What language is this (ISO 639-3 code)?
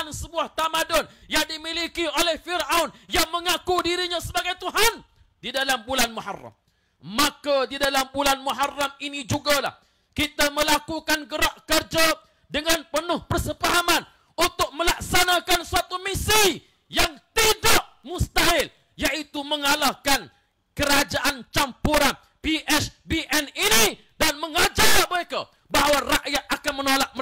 msa